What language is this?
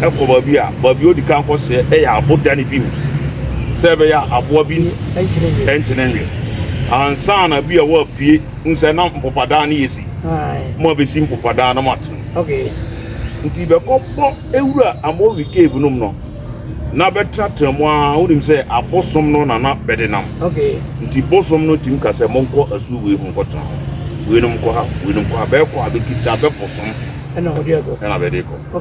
Akan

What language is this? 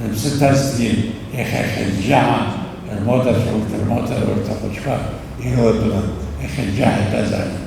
Abkhazian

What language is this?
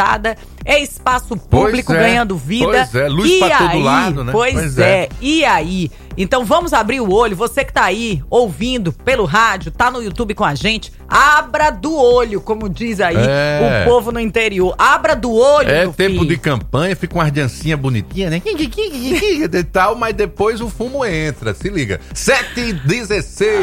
Portuguese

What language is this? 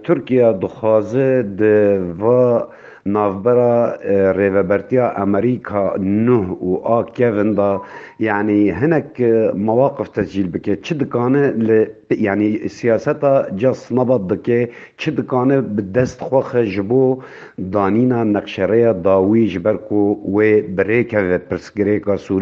Kurdish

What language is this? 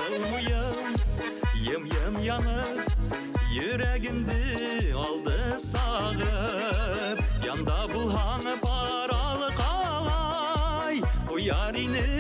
Bashkir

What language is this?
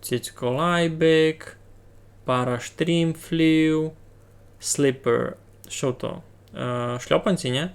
Rusyn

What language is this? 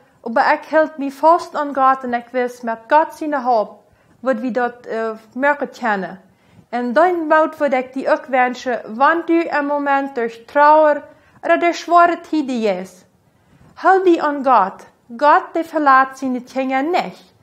Plautdietsch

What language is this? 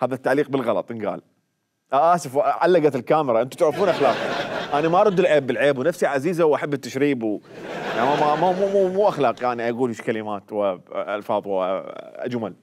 Mesopotamian Arabic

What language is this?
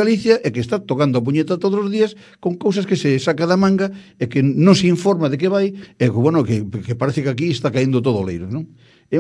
Galician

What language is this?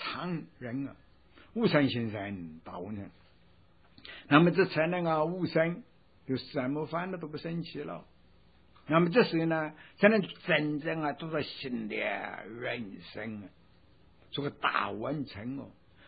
Chinese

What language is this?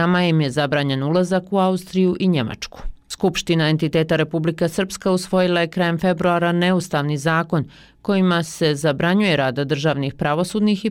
Bosnian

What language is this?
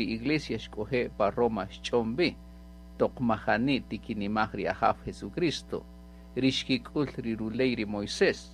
Kaqchikel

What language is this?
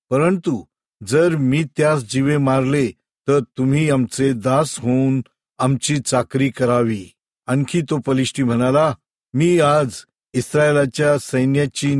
Marathi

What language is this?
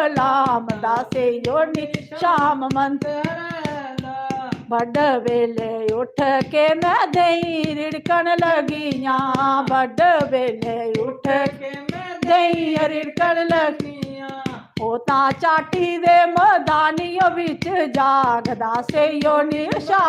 Dogri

